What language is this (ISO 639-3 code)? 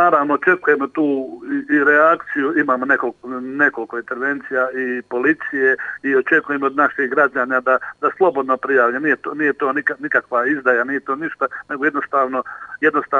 hrv